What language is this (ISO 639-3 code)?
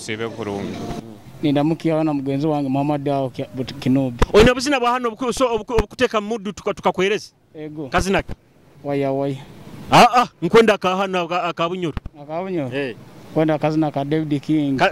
nyo